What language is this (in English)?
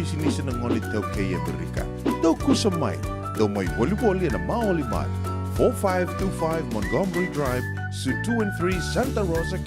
Fijian